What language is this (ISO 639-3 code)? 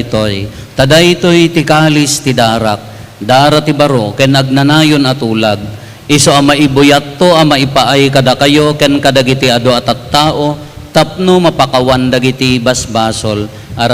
ilo